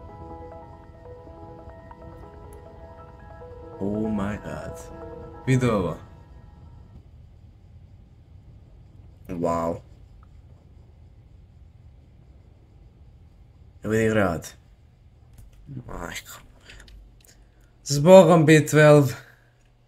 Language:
Croatian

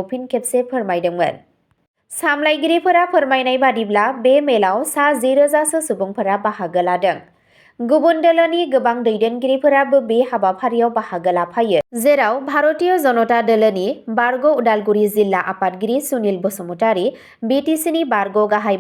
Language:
Bodo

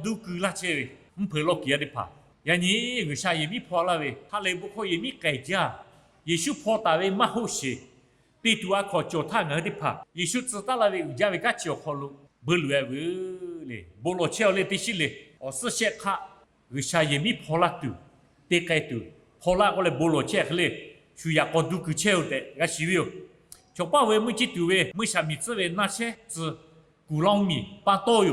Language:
Lahu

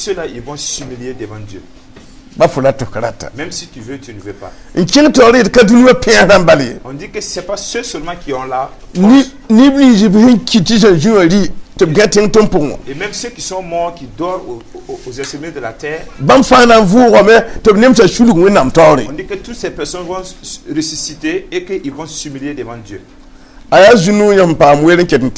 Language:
Mossi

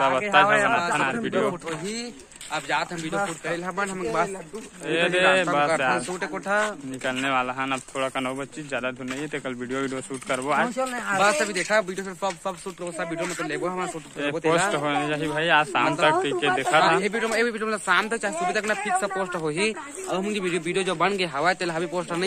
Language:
Chhattisgarhi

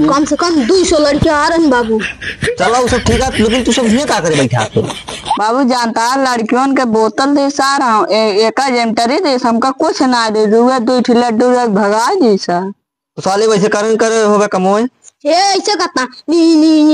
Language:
Awadhi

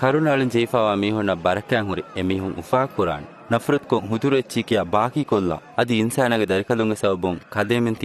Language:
Divehi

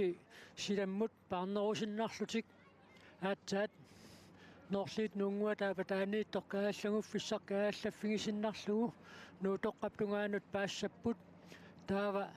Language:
Kalaallisut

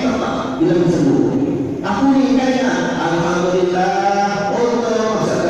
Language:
Sasak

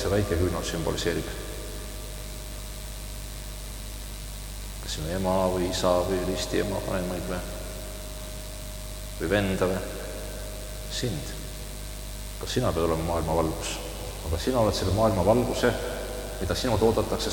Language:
Estonian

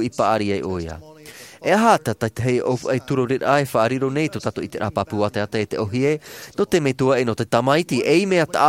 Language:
Tahitian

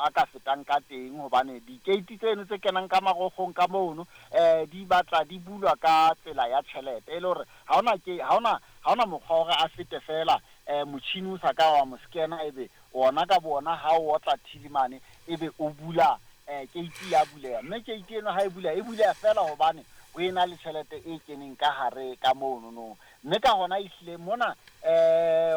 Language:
Southern Sotho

